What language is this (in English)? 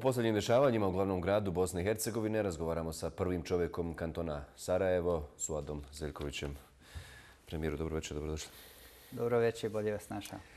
Bosnian